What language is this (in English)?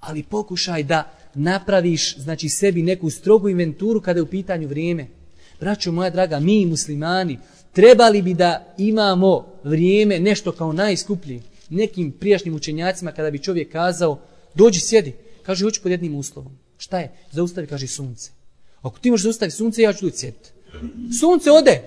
Bosnian